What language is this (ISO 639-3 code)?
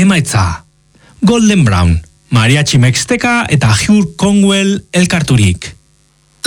eus